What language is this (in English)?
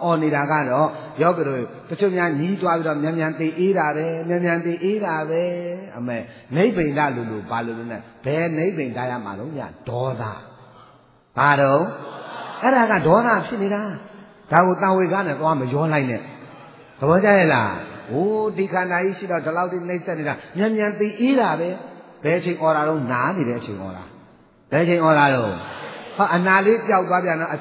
Burmese